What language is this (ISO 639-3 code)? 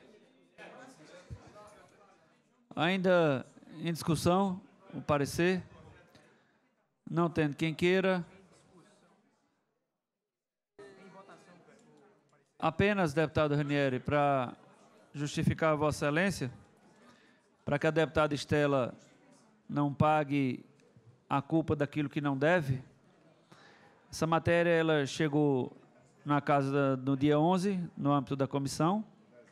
por